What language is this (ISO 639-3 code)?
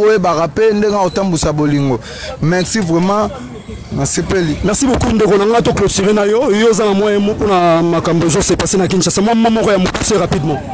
lin